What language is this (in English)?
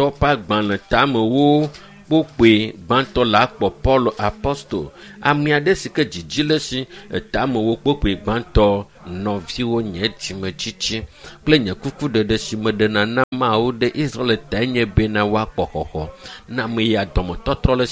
Ewe